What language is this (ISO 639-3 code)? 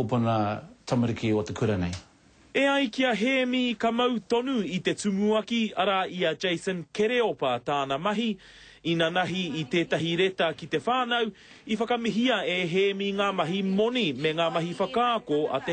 mri